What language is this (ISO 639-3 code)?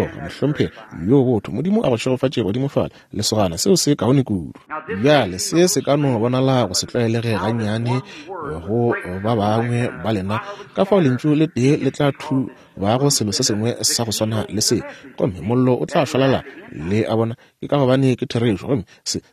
nso